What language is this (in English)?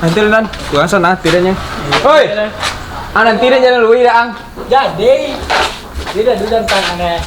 Minangkabau